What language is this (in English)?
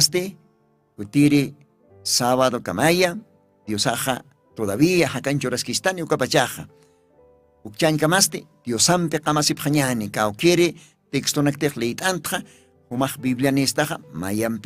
Aymara